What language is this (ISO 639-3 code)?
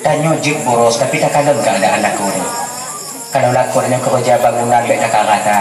ace